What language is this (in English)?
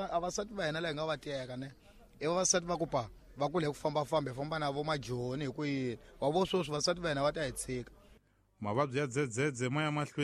Tsonga